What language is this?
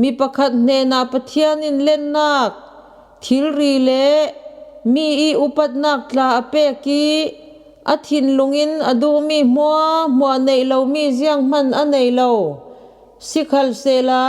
Falam Chin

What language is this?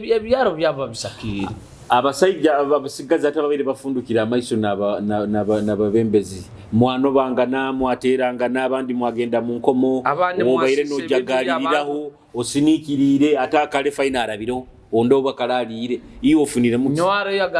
Nyoro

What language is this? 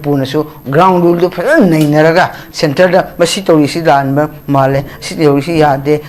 Manipuri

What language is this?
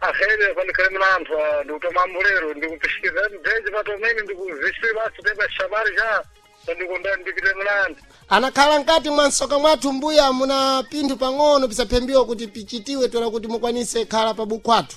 Sena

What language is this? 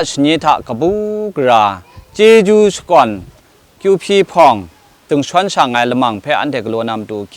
Kachin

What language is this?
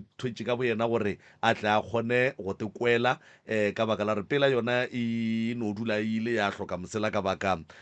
Northern Sotho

